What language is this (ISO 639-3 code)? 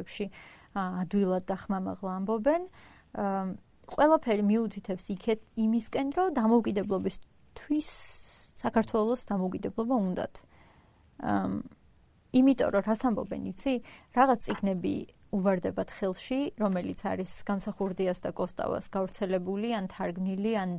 kat